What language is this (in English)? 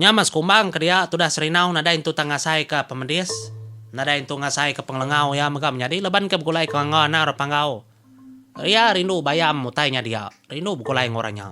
Iban